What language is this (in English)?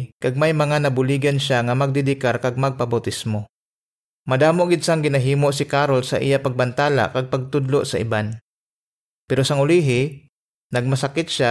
Hiligaynon